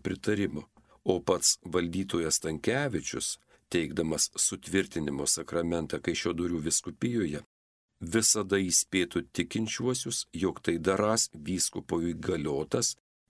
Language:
Lithuanian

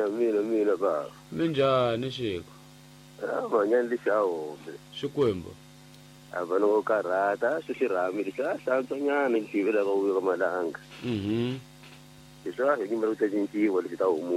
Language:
Tsonga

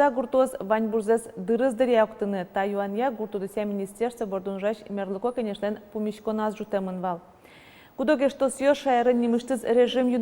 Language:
Udmurt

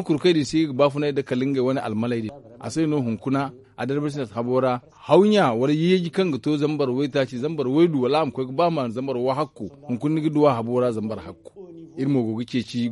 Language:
Zarma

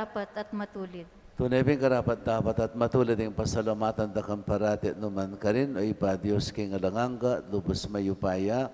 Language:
Pampanga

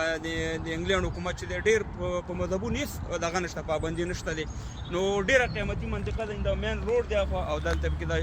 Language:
Pashto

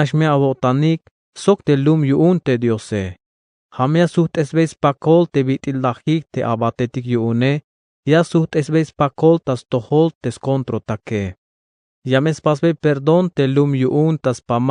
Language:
Tzeltal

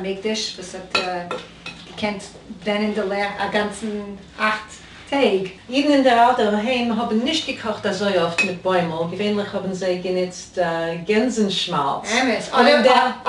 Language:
Yiddish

